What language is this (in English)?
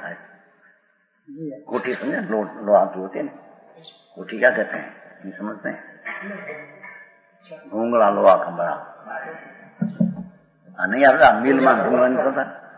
Gujarati